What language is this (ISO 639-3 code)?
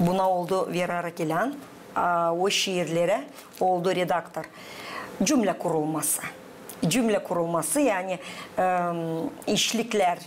gag